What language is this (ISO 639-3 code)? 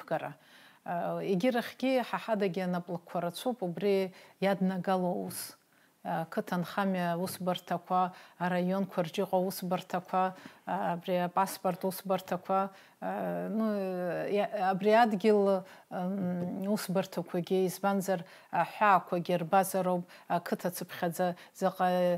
abk